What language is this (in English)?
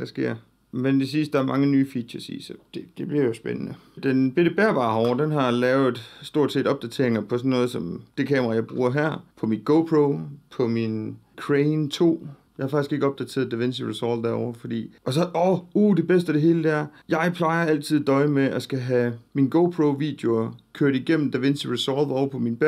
Danish